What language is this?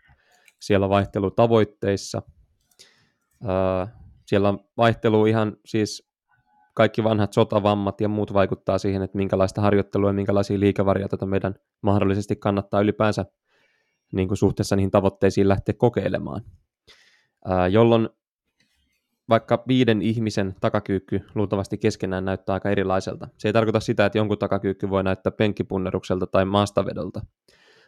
Finnish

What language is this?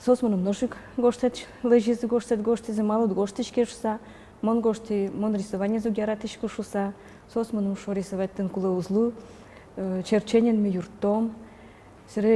Udmurt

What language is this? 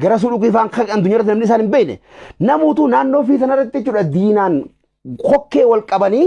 Oromo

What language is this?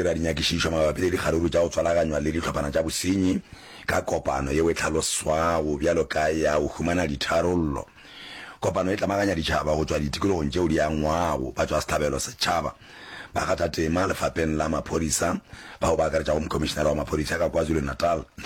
Northern Sotho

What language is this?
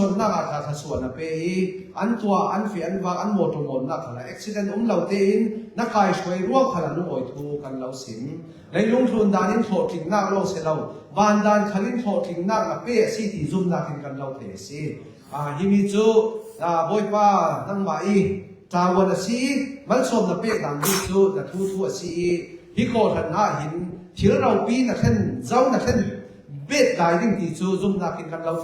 Falam Chin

